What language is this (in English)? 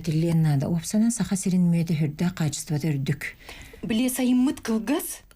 Yakut